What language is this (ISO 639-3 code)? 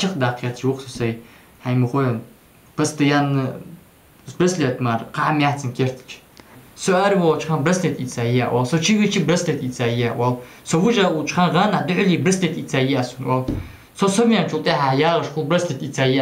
inh